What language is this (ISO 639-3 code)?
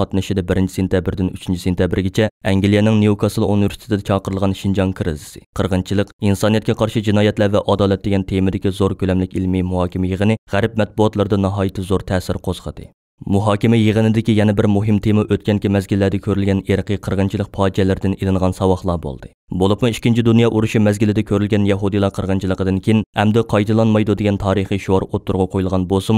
uig